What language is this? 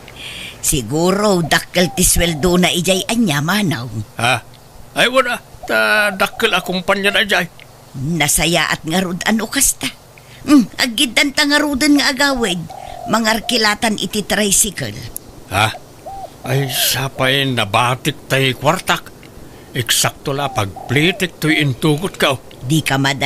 Iloko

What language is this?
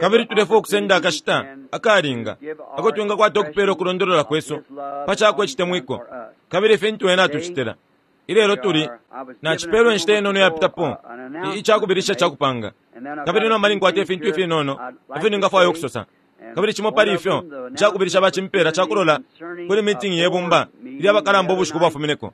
Bemba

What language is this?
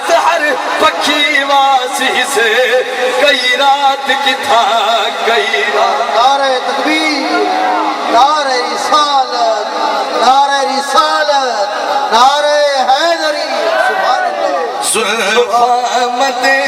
Saraiki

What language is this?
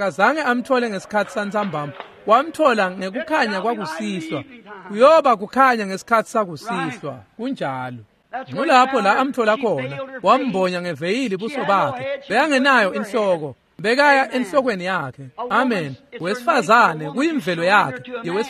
Swati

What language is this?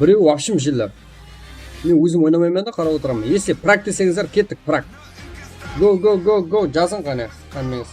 Kara-Kalpak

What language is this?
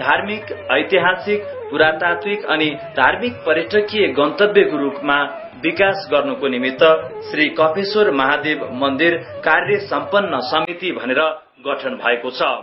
Nepali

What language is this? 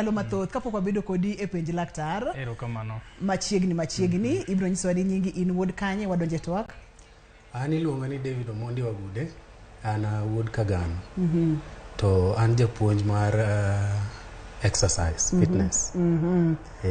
Luo (Kenya and Tanzania)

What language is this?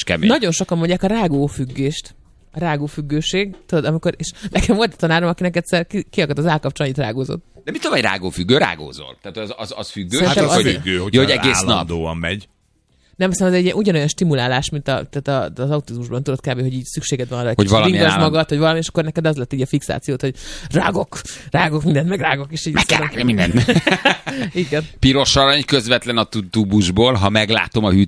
Hungarian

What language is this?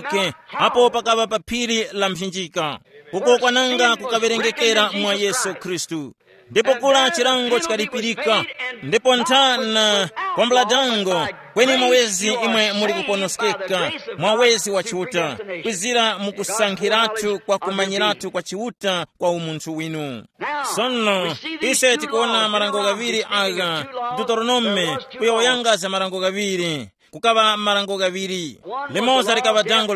Tumbuka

